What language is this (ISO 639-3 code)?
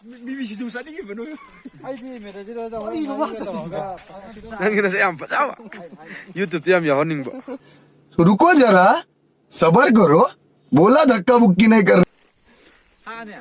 mni